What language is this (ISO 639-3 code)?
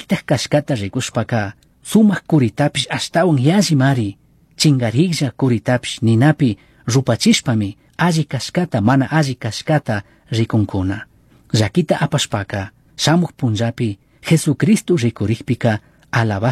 qug